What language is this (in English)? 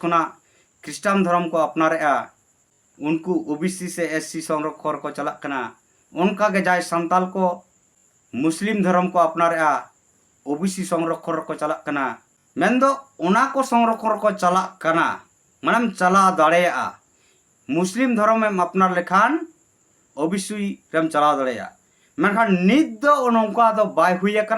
Santali